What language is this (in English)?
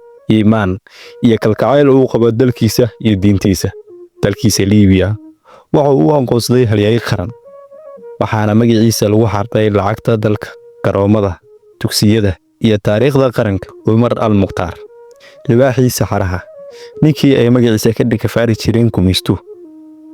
Somali